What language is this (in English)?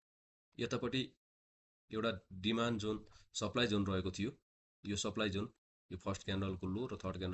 Nepali